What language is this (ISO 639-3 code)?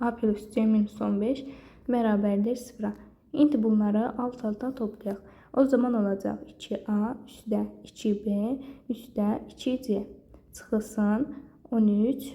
aze